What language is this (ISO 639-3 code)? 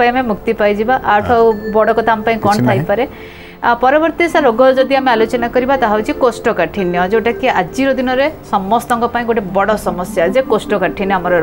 ori